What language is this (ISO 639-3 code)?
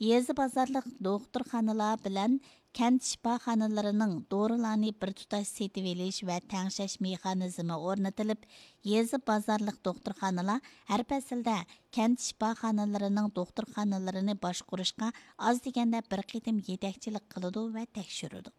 uig